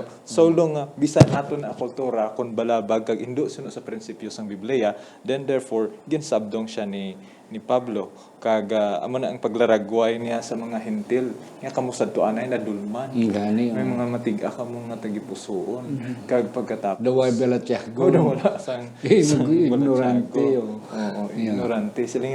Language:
Hiligaynon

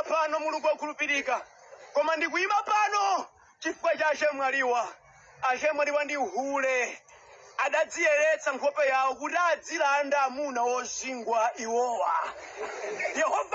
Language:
Nyanja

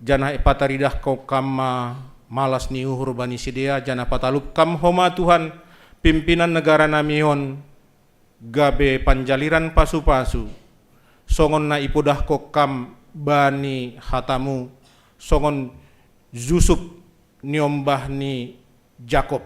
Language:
Batak Simalungun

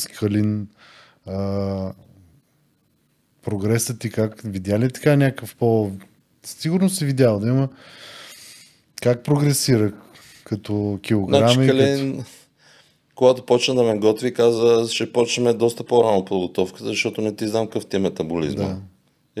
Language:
Bulgarian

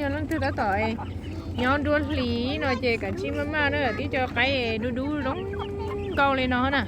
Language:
Hmong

